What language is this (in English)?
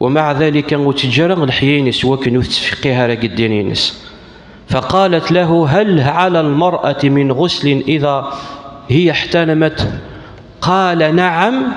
Kabyle